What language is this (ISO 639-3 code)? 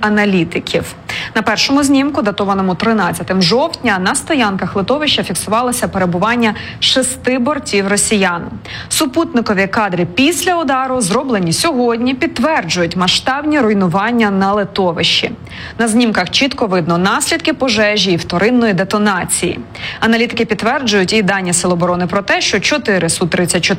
ukr